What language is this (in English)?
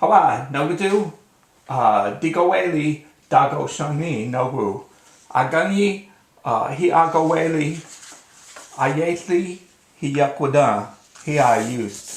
Cherokee